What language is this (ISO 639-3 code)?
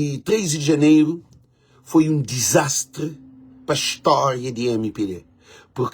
kea